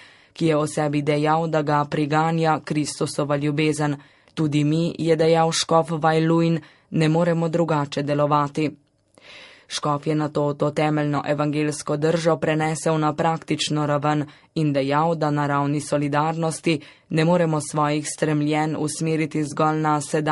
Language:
Slovenian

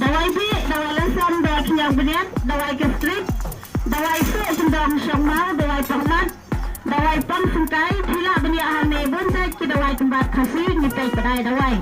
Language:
Khasi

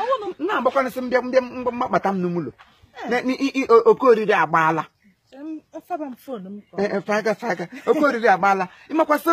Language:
Igbo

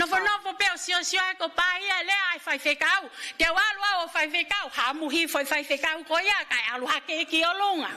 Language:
Tongan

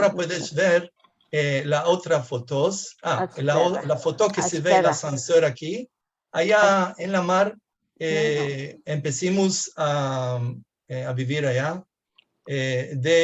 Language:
Ladino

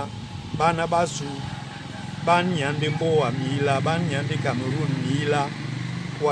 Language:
Duala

